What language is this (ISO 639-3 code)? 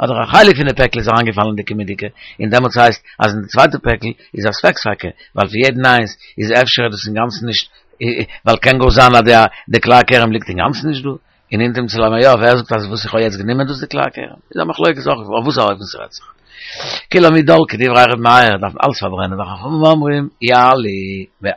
yid